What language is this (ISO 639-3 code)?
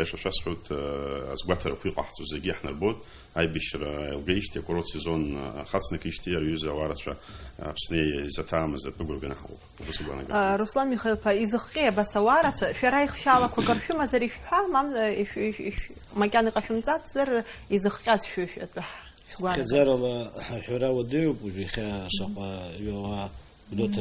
abk